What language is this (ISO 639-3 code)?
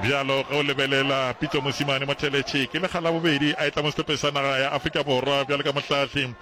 nso